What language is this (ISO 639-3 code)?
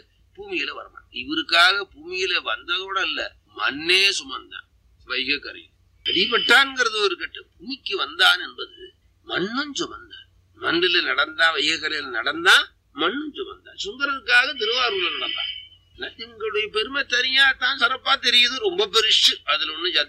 tam